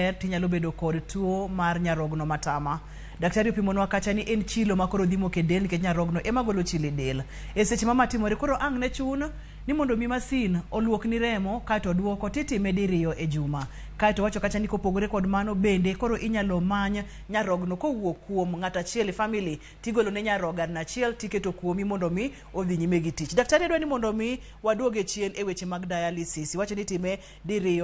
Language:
Luo (Kenya and Tanzania)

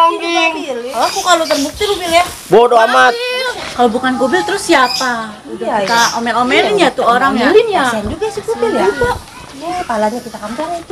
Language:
Betawi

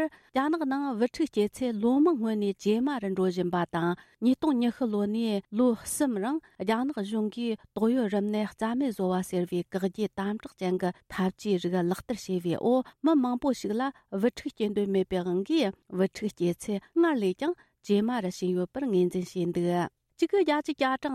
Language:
Tibetan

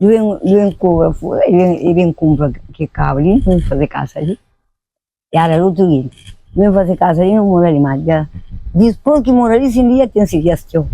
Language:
Kabuverdianu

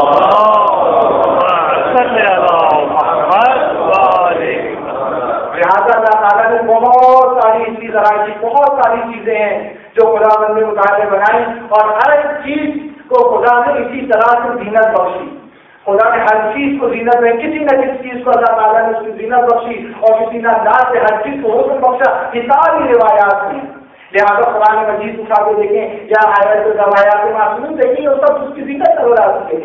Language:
Urdu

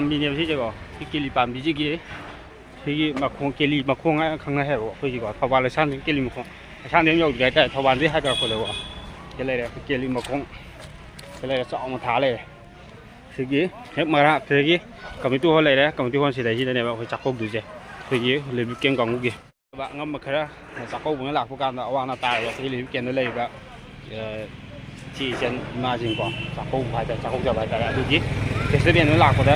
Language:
Manipuri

